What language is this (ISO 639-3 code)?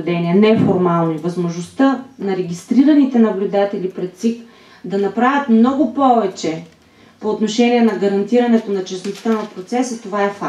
bul